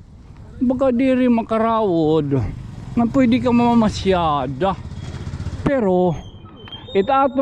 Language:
Waray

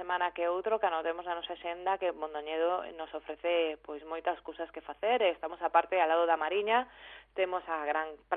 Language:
Galician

